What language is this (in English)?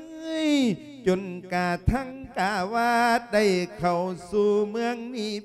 Lao